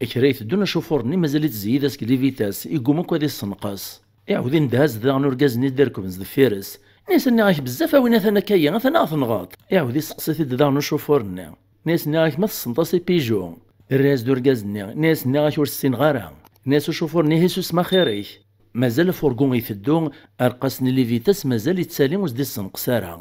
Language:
Kabyle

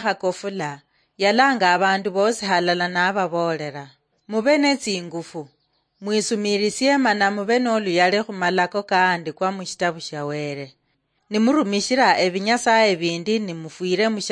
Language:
Luyia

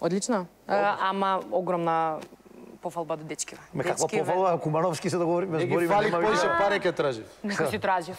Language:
Macedonian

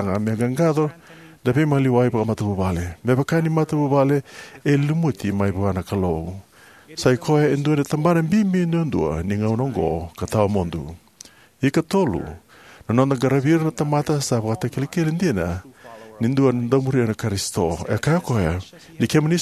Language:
Fijian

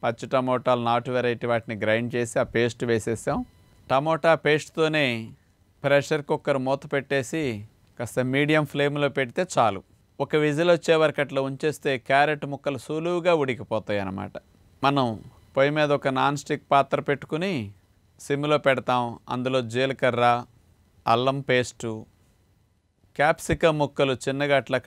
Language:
Telugu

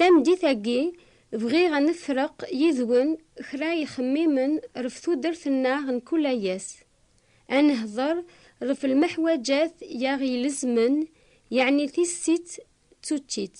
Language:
Kabyle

